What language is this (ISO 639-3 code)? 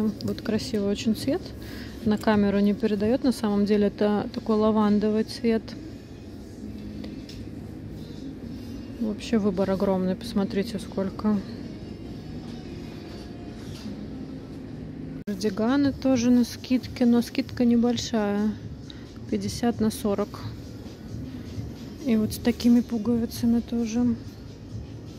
rus